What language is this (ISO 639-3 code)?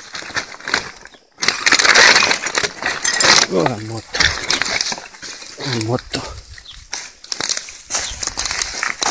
ell